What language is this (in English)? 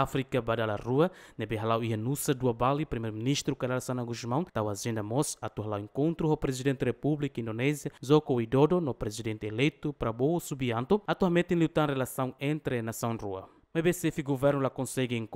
Tetum